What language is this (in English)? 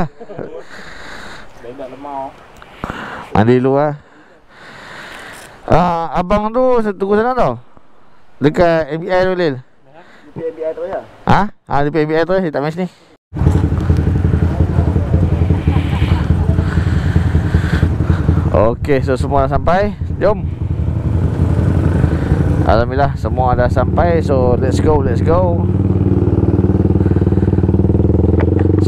Malay